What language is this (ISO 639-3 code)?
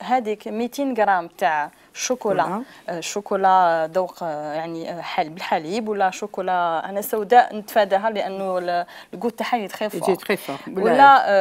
arq